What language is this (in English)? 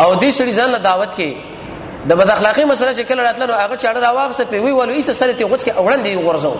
Pashto